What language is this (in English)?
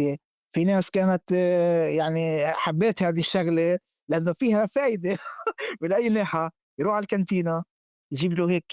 North Levantine Arabic